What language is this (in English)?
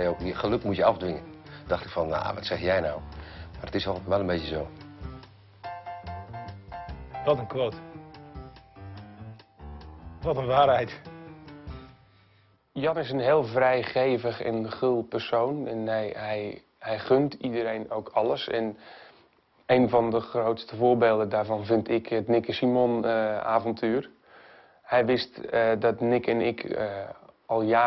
Dutch